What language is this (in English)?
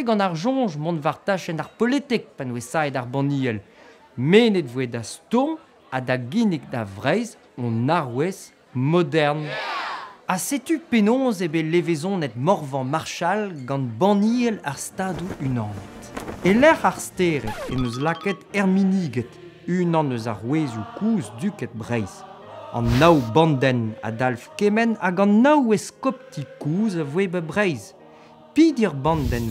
Breton